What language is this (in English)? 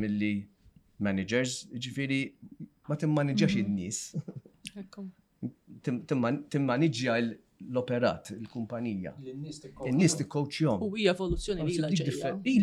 Maltese